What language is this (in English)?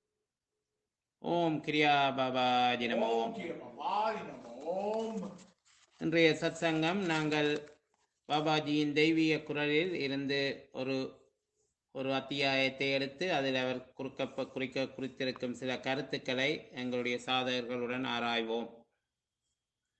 Tamil